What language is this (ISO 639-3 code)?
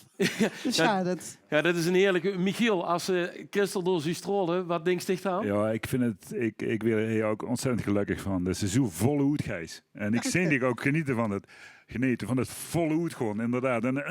lim